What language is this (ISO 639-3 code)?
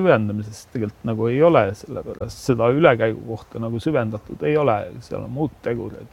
est